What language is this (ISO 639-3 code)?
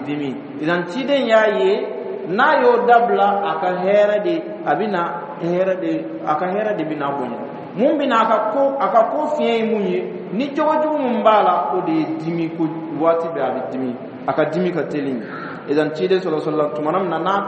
dyu